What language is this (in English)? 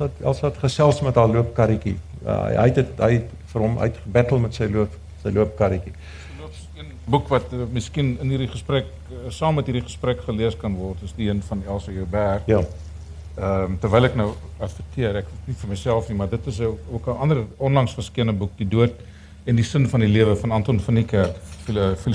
Afrikaans